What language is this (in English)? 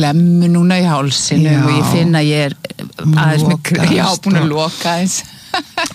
Icelandic